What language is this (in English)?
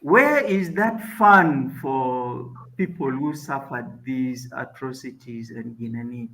Acoli